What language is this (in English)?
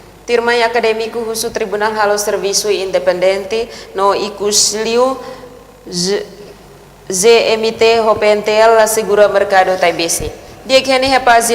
Tetum